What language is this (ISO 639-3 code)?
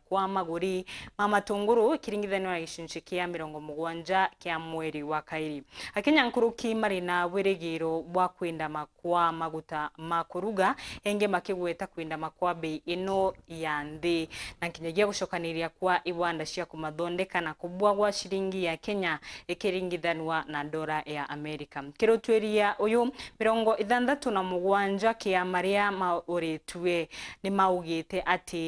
mer